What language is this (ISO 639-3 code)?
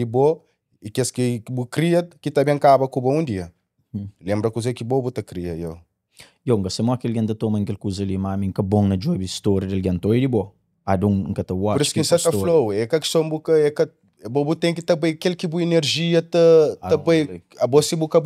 kea